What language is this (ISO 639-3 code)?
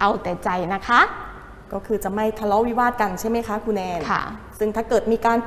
tha